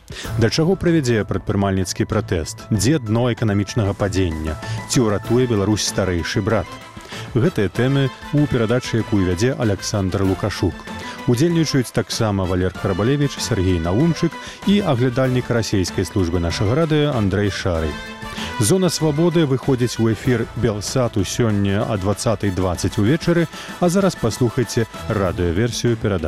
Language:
Belarusian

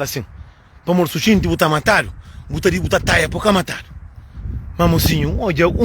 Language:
Kabuverdianu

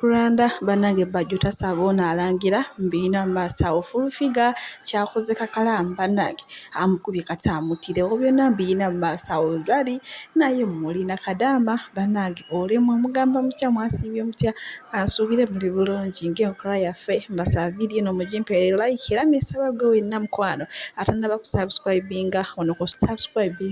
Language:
Ganda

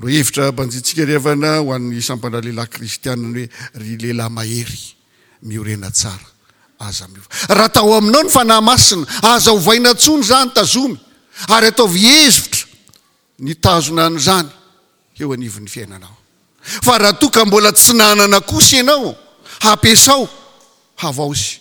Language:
Malagasy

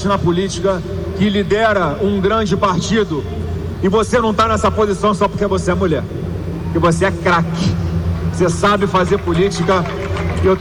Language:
Portuguese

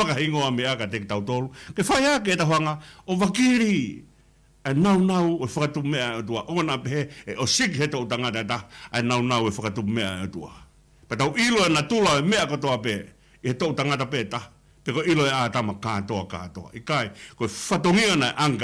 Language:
Tongan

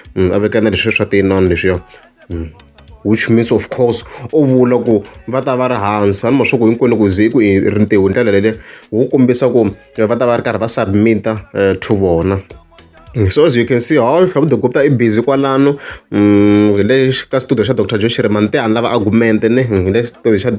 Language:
Tsonga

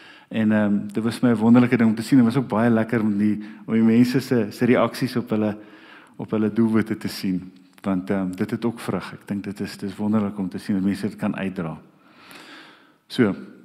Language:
Afrikaans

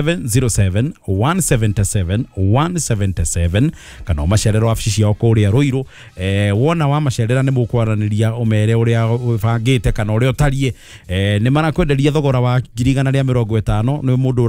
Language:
Kikuyu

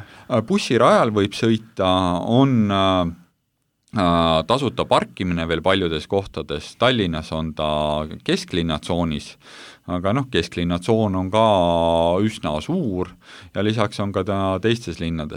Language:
Estonian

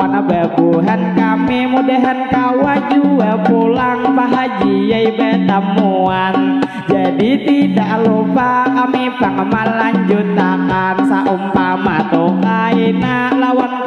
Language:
Banjar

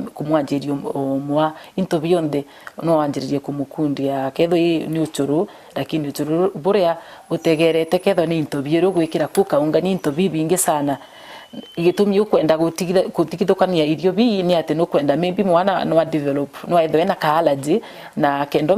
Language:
Meru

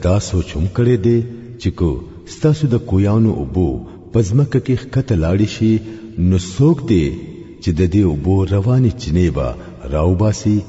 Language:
Pashto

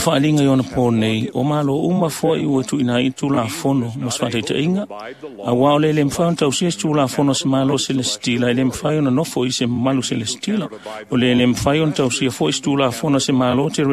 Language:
Samoan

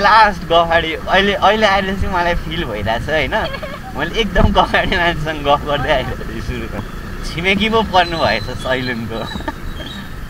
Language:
Nepali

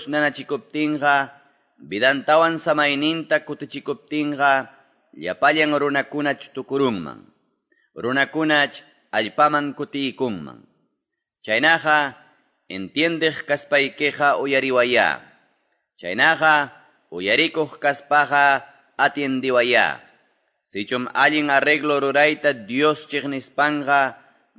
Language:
Quechua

